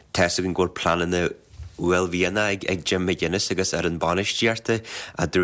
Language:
Irish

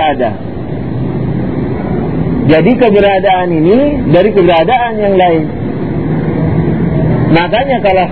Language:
Indonesian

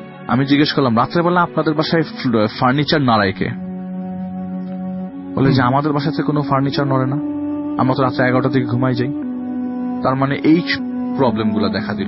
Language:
Bangla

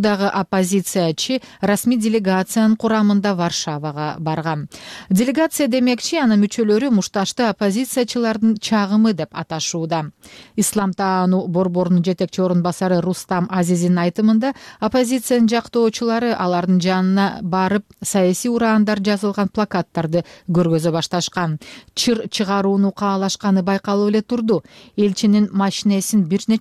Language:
Kyrgyz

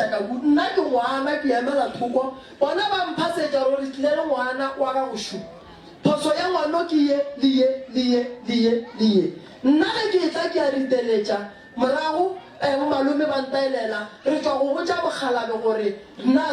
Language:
Northern Sotho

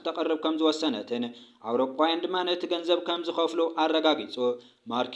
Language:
Tigrinya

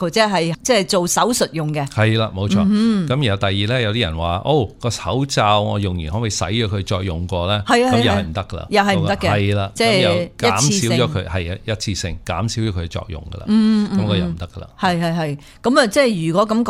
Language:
Cantonese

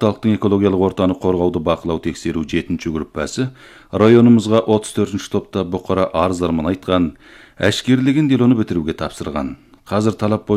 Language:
Kazakh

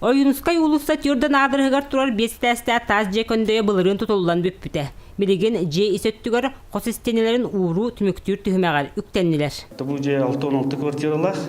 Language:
Yakut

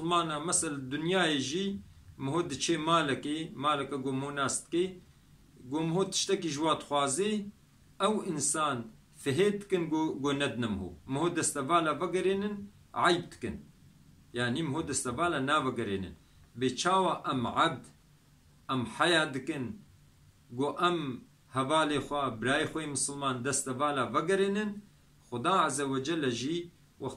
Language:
Kurdish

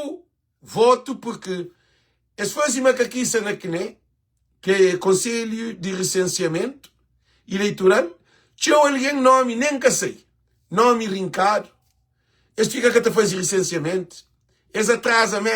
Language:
Kabuverdianu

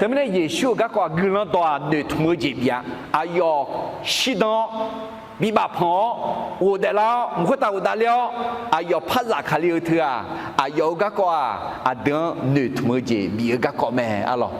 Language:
Akha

